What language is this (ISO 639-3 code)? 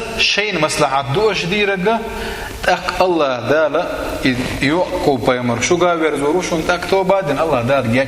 che